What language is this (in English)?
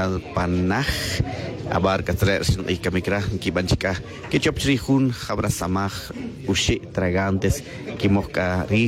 Tz'utujil